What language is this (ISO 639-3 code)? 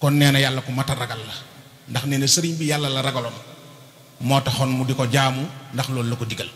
wol